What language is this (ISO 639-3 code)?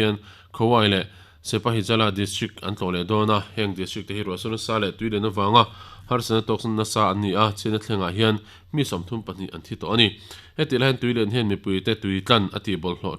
lus